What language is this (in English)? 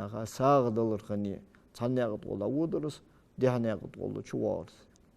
Ingush